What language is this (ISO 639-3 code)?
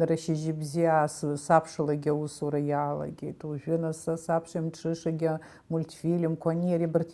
abk